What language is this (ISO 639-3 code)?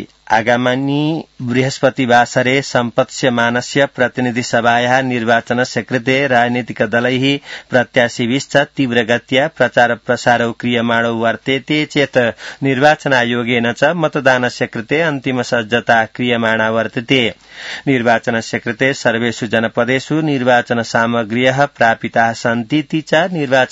san